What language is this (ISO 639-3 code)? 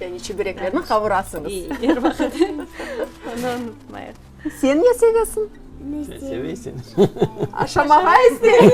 crh